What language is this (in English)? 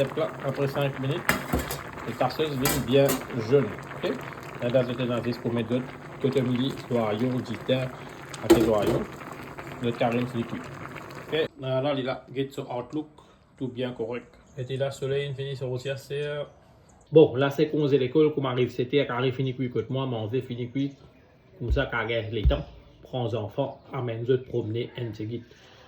Morisyen